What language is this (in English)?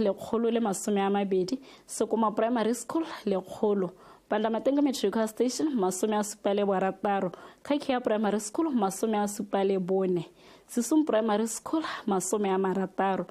Tswana